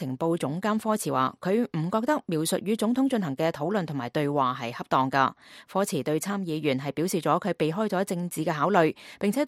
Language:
Cantonese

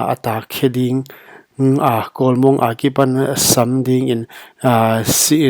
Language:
Paite Chin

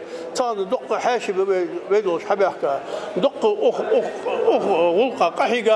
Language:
Ingush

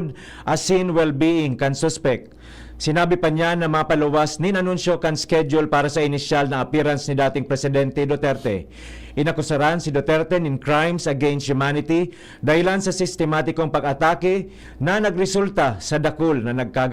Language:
Bikol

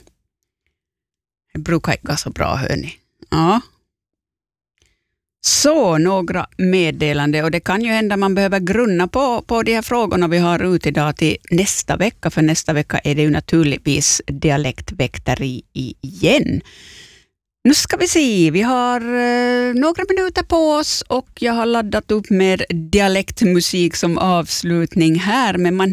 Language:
Swedish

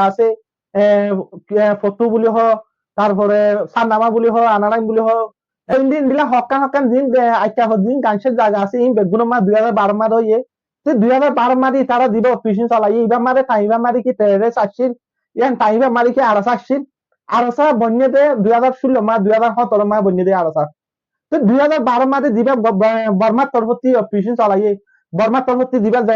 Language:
Rohingya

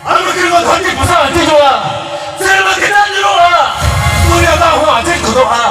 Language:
Santali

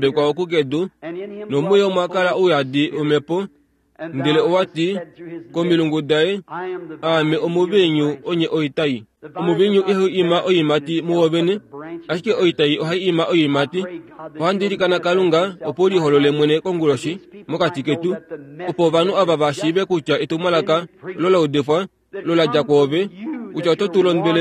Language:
Kuanyama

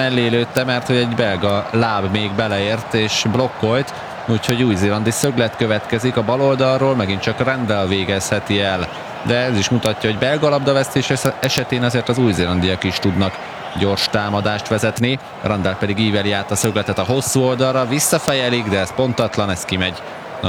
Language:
Hungarian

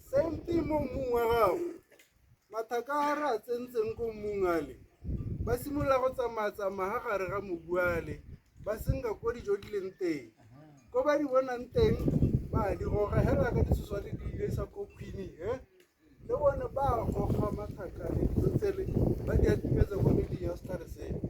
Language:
Tswana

